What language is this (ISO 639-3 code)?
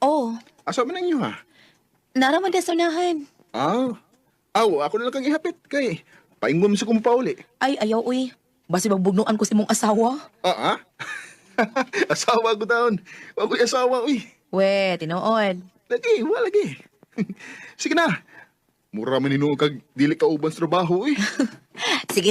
ceb